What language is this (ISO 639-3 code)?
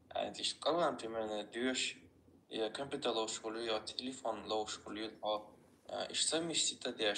che